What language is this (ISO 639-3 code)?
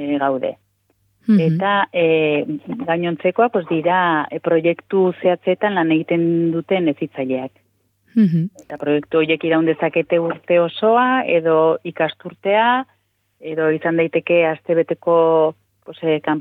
eus